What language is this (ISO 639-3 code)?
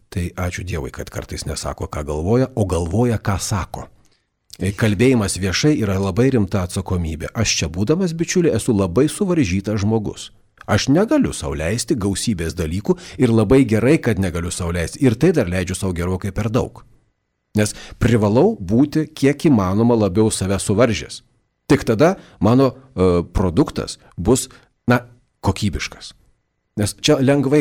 lit